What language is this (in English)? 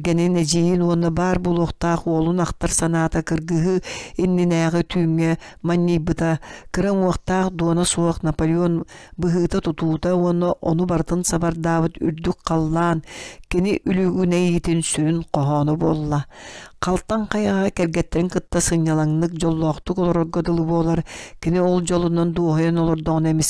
Yakut